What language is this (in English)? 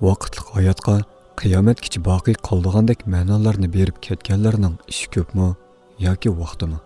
Uyghur